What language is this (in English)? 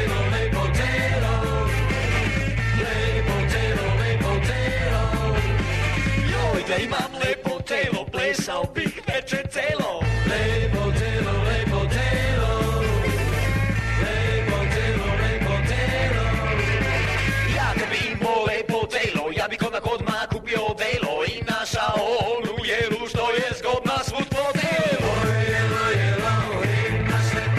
Serbian